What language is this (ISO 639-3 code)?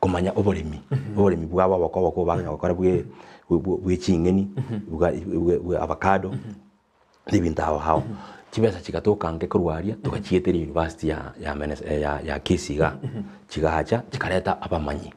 guz